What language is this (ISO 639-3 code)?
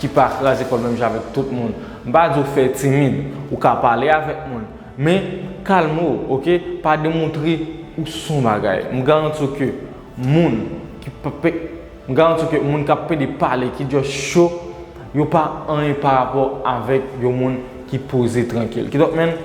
hat